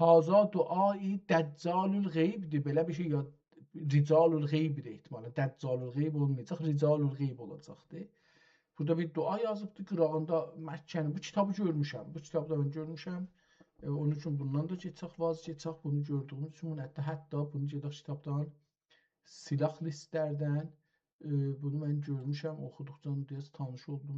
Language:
South Azerbaijani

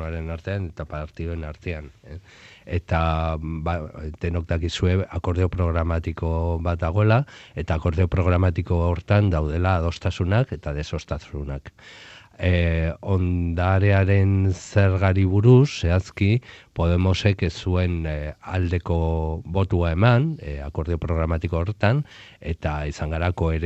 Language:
Basque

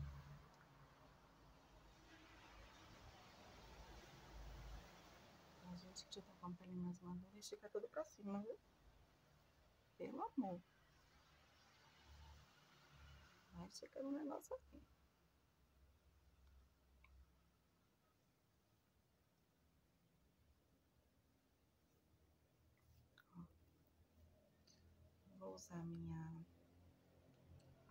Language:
Portuguese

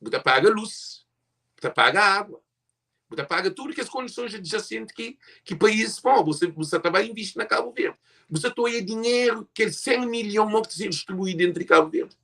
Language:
Kabuverdianu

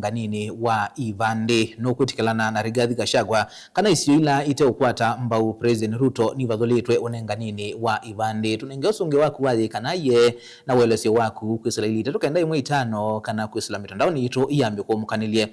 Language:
Kamba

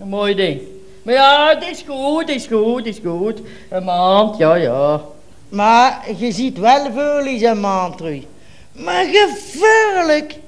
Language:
Limburgish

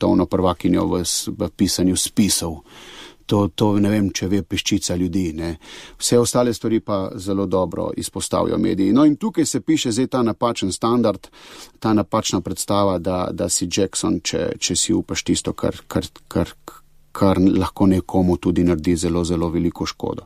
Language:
Slovenian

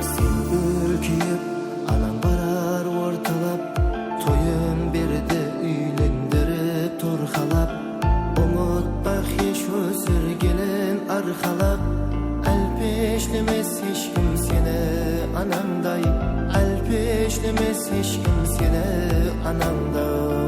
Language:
Kara-Kalpak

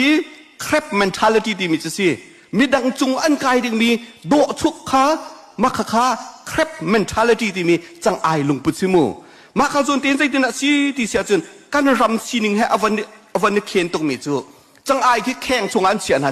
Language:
Hakha Chin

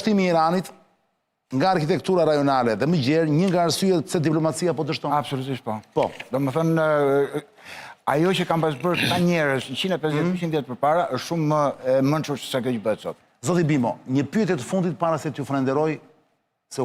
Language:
Albanian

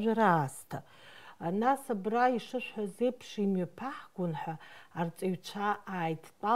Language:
Abkhazian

